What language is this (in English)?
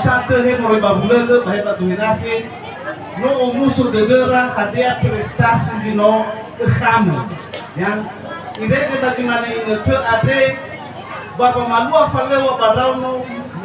Nias